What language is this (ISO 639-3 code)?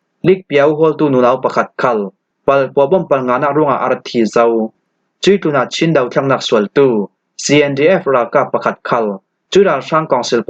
cfm